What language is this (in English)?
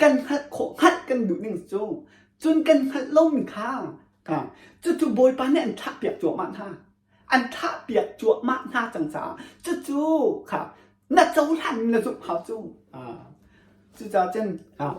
Hakha Chin